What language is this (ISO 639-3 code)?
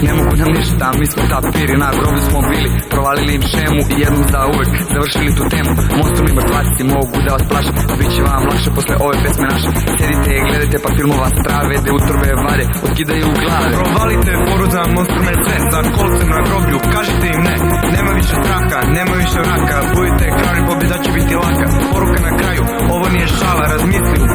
srp